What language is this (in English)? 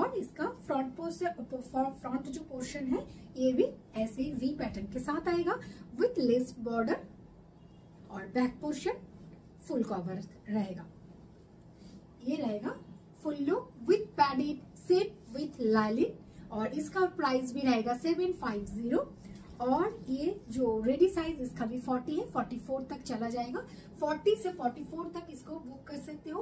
Bangla